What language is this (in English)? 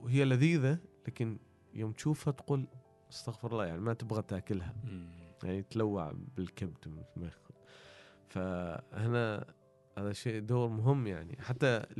Gulf Arabic